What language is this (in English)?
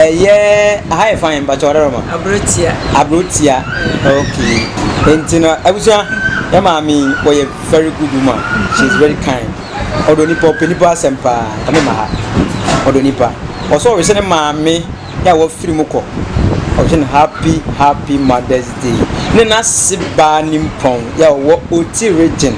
Akan